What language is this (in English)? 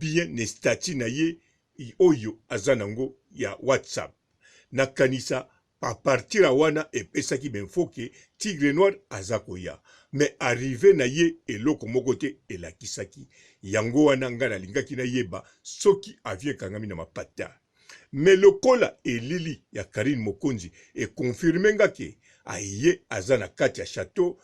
Lingala